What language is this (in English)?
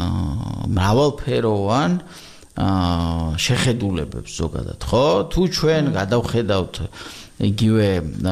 Georgian